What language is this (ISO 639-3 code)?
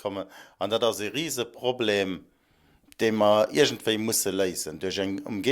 ltz